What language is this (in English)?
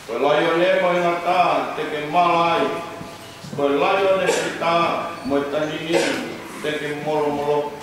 Tongan